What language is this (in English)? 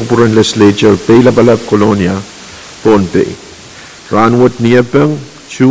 Pohnpeian